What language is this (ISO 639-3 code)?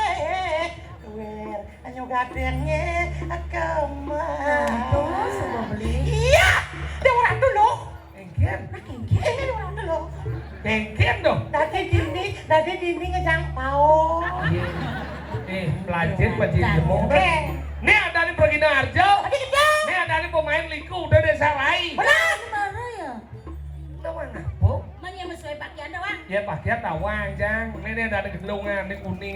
ban